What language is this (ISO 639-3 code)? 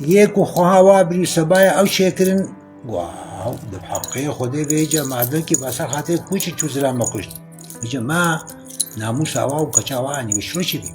kur